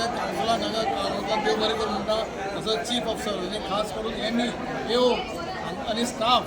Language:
Konkani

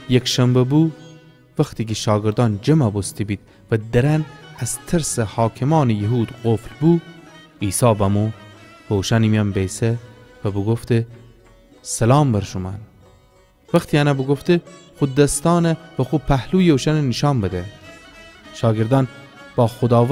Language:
Gilaki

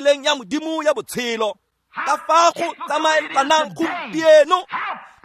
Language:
Tswana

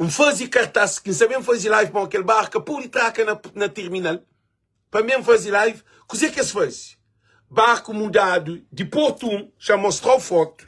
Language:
Kabuverdianu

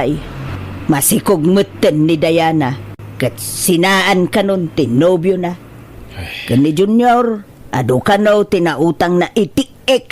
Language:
Iloko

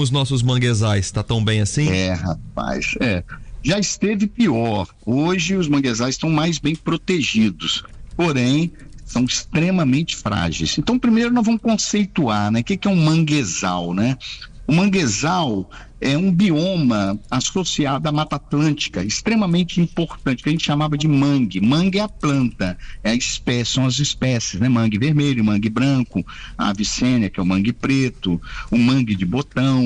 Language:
Portuguese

